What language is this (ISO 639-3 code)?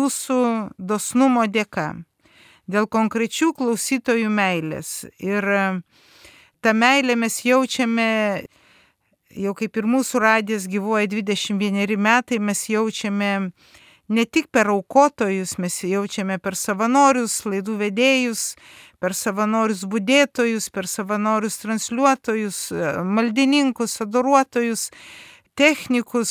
lit